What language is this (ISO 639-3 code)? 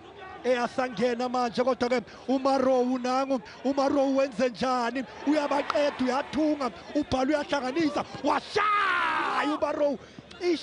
zul